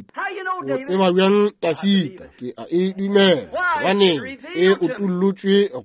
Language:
Northern Sotho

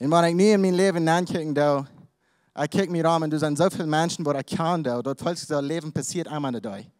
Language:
Plautdietsch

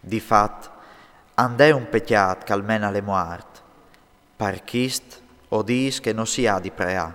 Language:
Friulian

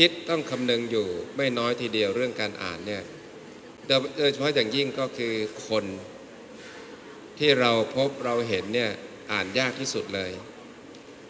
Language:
Thai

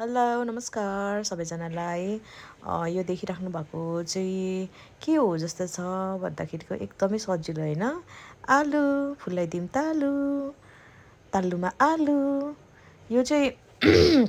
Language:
Nepali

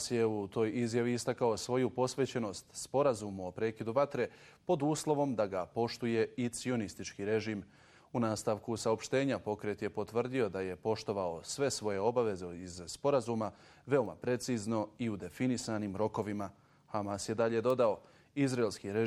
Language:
Bosnian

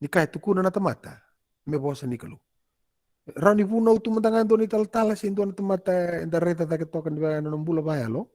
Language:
Fijian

